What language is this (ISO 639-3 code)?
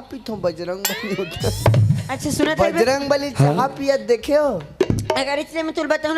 hne